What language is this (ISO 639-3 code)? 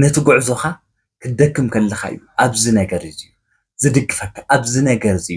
tir